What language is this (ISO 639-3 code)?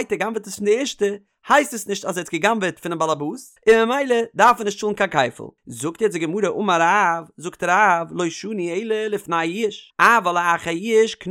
yid